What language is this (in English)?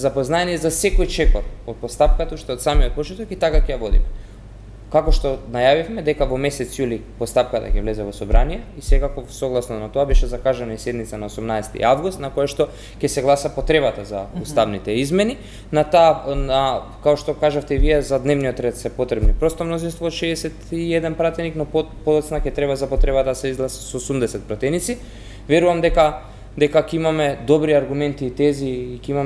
Macedonian